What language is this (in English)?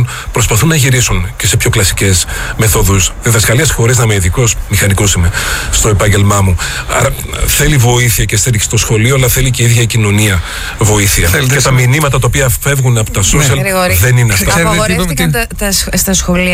Greek